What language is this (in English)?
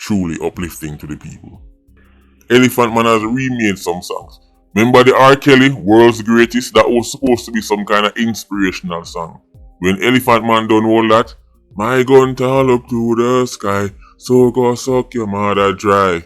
Jamaican Creole English